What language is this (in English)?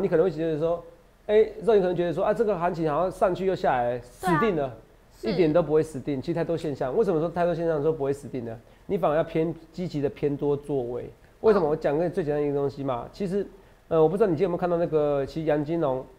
Chinese